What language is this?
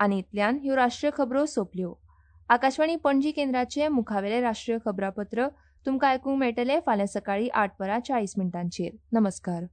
Konkani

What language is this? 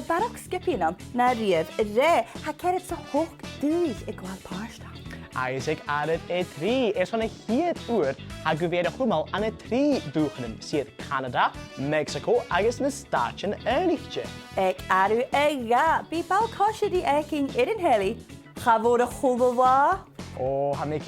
Scottish Gaelic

